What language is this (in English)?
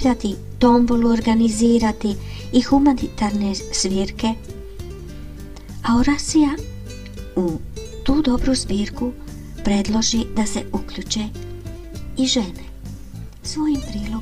Croatian